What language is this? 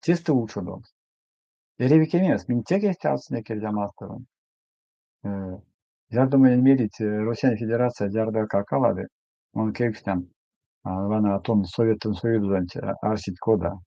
Erzya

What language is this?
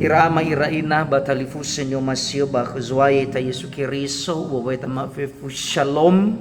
Nias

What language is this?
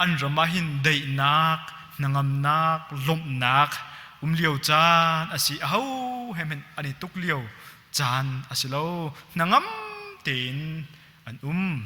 Hakha Chin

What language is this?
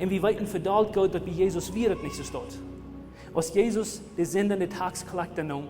Plautdietsch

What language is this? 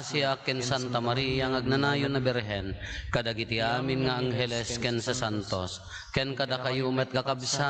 Iloko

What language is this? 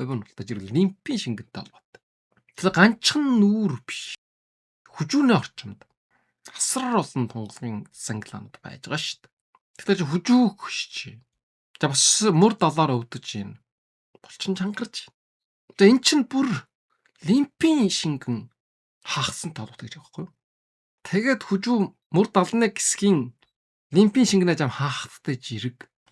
Mongolian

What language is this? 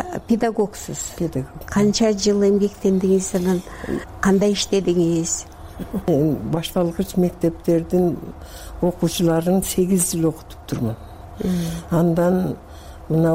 Kyrgyz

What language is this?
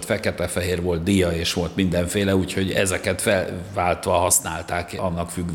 Hungarian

